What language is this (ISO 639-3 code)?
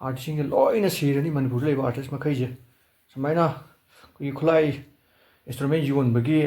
mni